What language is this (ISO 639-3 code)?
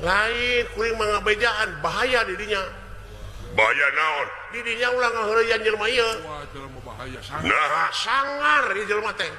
sun